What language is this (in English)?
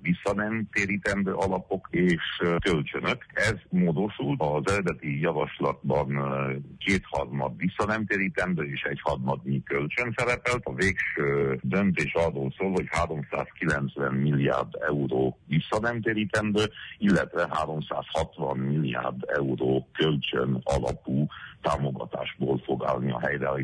Hungarian